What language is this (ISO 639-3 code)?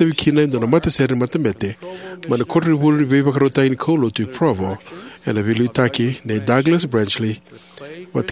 fij